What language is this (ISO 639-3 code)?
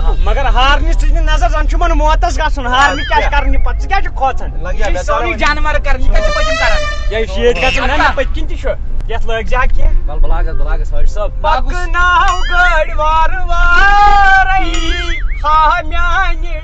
kas